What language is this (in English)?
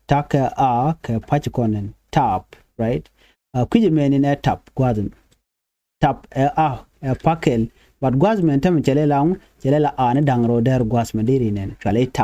Nuer